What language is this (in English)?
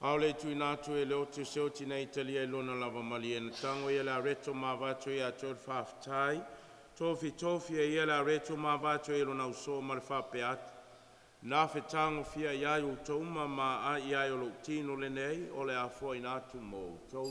Samoan